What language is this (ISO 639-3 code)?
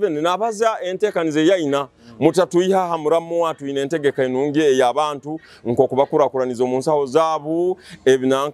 nyo